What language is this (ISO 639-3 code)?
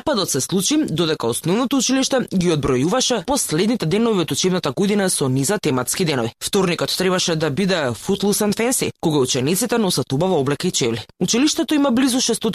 mkd